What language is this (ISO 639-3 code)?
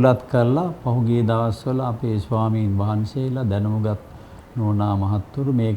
sin